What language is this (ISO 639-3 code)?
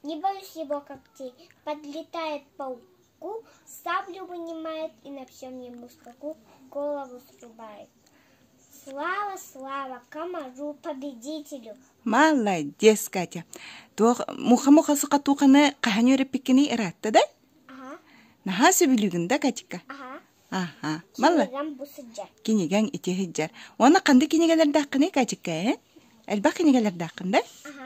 sah